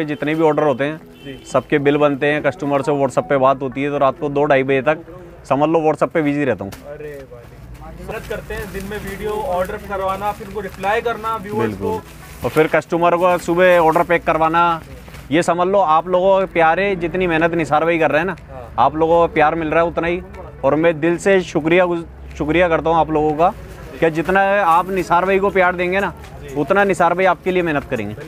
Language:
Hindi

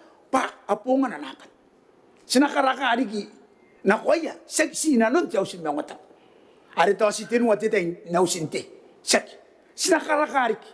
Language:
Gilbertese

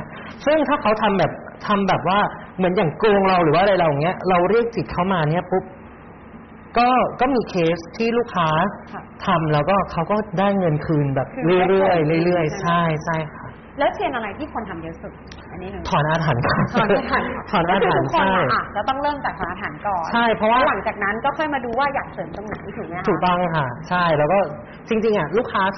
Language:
Thai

